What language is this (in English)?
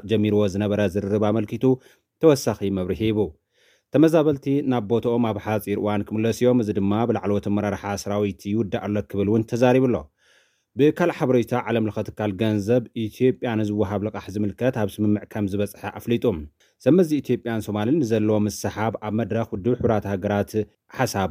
Tigrinya